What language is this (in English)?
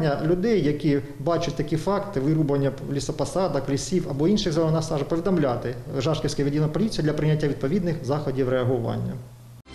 Ukrainian